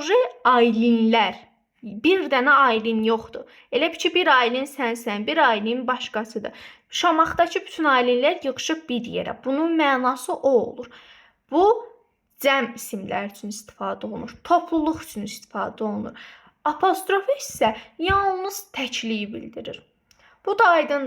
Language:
Azerbaijani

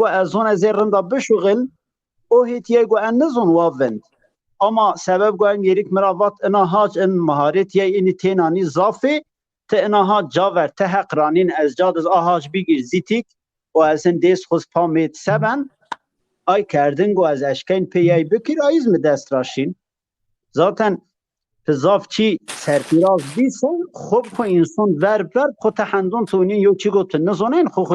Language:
Zaza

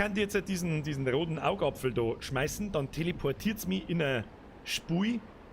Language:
Bavarian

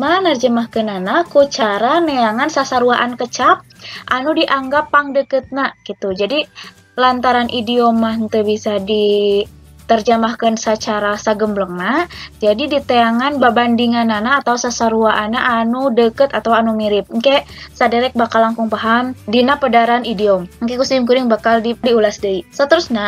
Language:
Sundanese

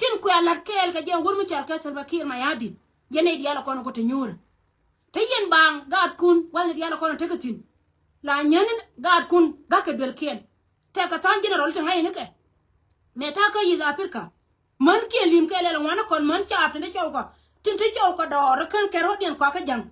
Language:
Nuer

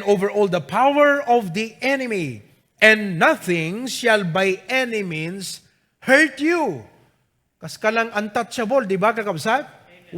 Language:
Iloko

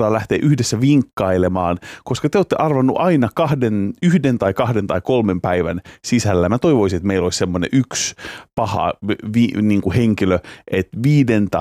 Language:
Finnish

